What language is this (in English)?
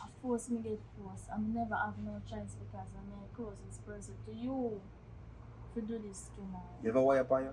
Jamaican Creole English